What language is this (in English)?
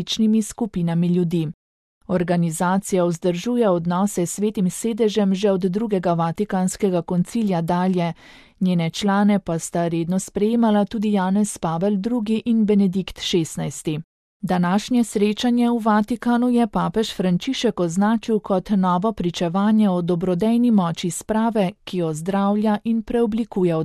Slovenian